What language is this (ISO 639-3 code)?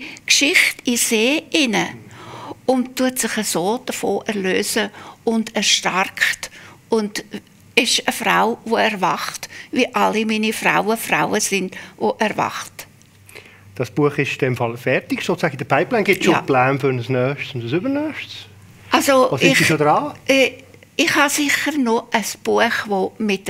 gsw